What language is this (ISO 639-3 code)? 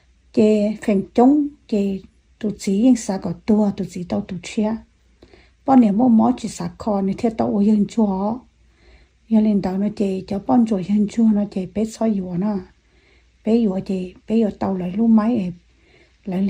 hmn